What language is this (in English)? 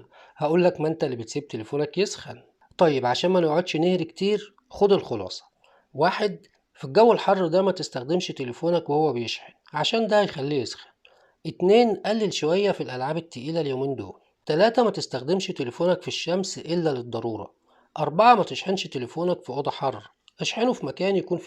Egyptian Arabic